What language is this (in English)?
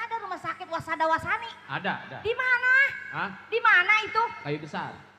Betawi